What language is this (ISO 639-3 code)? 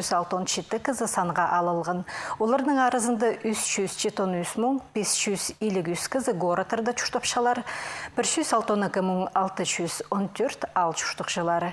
kjh